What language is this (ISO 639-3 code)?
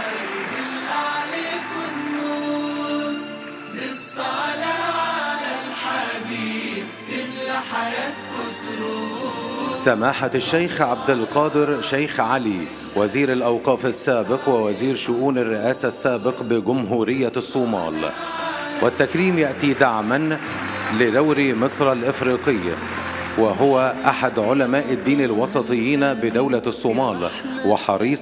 arz